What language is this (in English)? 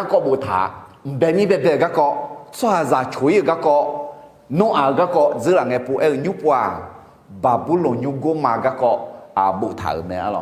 Akha